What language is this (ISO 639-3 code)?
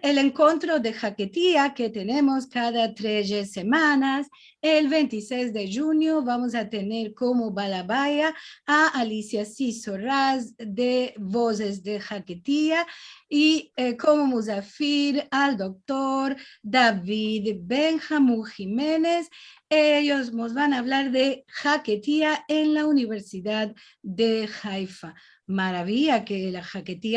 lad